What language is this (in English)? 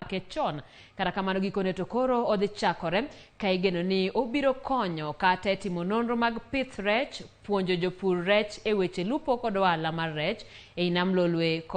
Luo (Kenya and Tanzania)